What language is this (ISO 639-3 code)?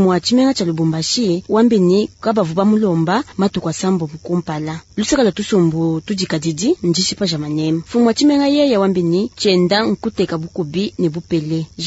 lua